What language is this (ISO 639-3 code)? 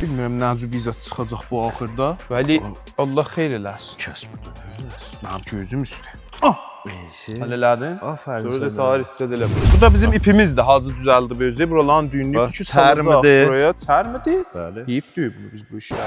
azb